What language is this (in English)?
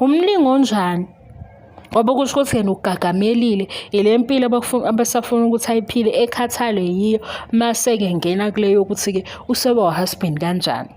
Zulu